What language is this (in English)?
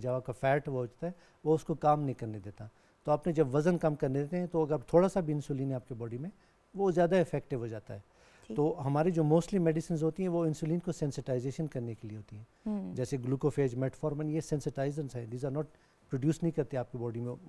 Urdu